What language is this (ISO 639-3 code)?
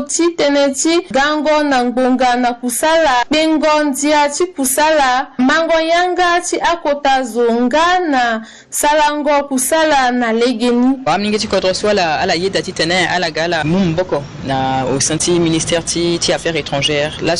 sag